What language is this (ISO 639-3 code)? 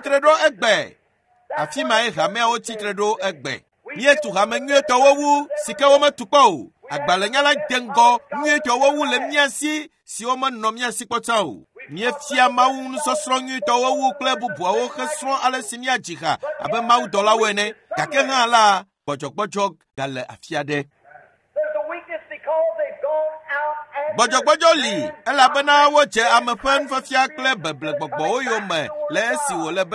ewe